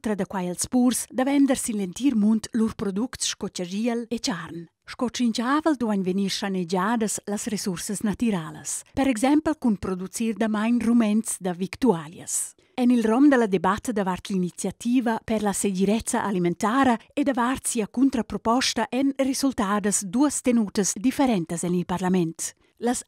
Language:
Romansh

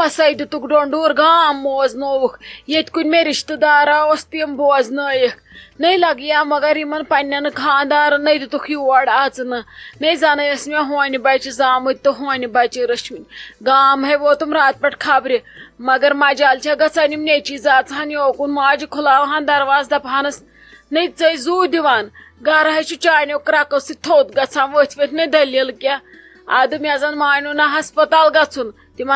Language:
Kashmiri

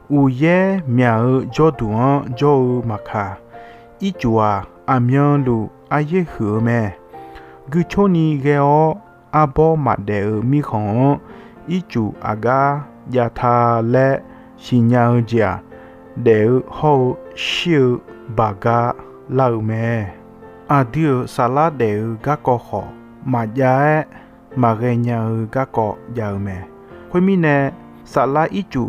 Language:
Akha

